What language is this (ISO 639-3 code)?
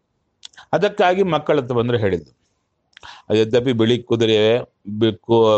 kan